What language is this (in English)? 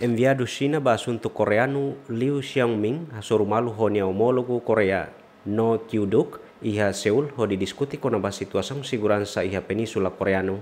Tetum